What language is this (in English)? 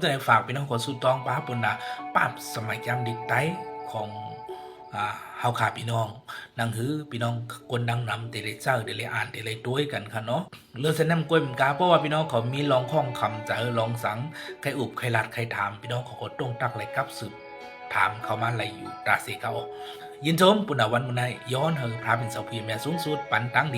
Shan